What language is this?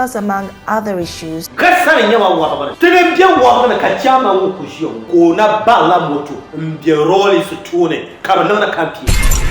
Dagbani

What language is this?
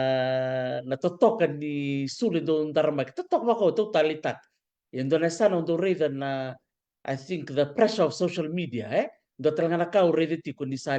Fijian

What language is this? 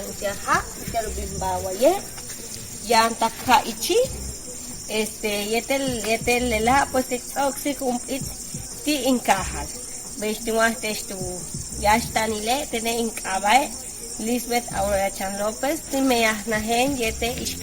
Yucateco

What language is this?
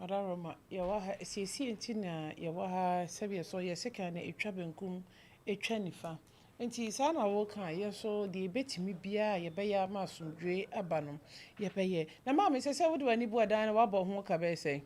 Akan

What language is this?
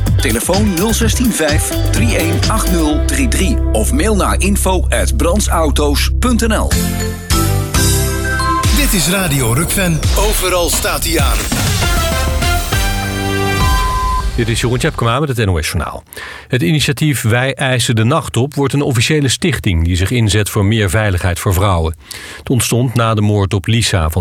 Dutch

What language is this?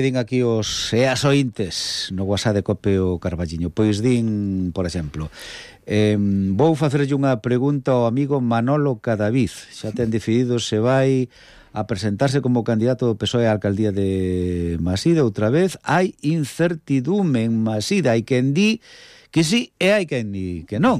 Galician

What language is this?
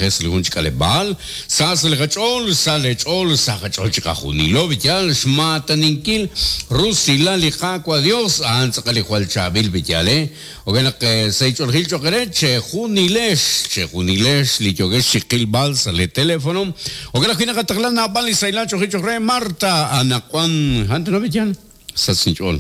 Kekchí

